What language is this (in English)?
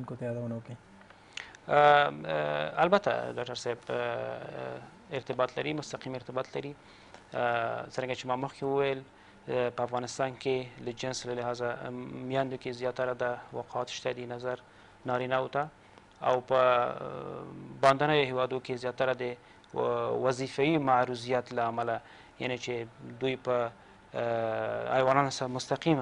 Pashto